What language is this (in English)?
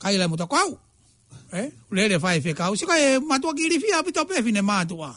Tongan